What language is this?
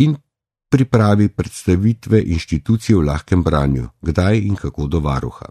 Slovenian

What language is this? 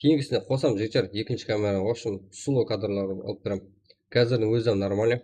Kara-Kalpak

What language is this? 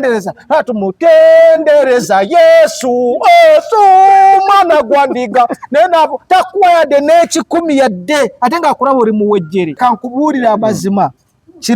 Ganda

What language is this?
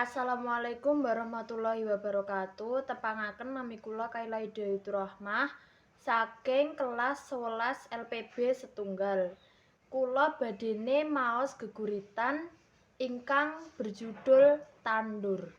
Javanese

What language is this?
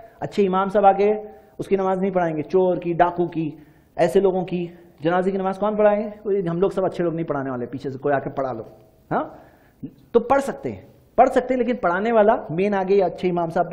Urdu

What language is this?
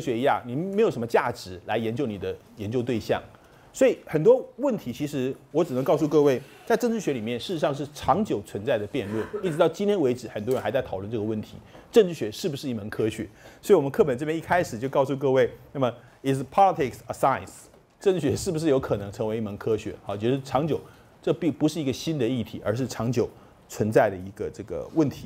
Chinese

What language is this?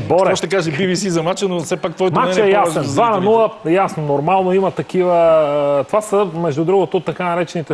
Bulgarian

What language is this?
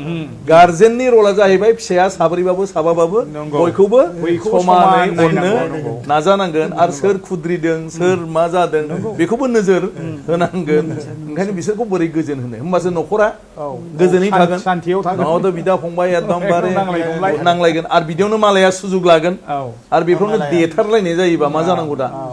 Bodo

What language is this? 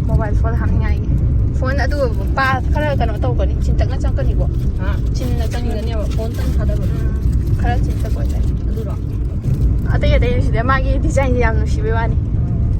Manipuri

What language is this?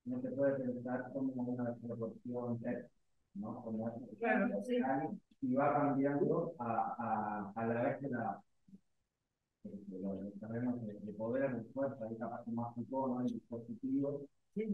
Spanish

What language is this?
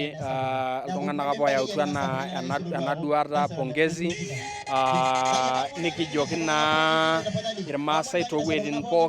Masai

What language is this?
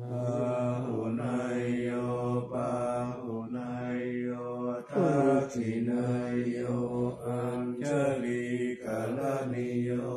Pali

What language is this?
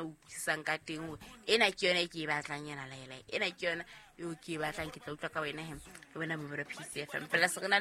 Southern Sotho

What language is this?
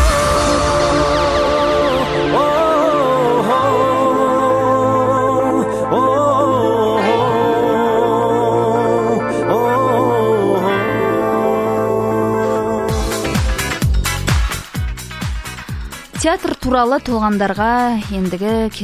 Kazakh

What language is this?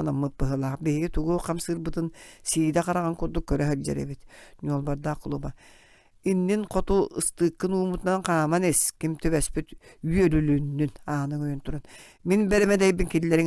Yakut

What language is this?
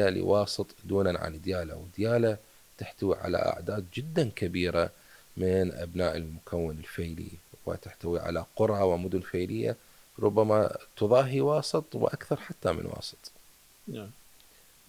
Mesopotamian Arabic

